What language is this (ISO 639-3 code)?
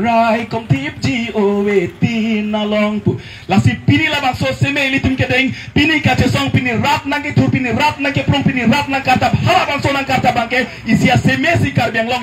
mjw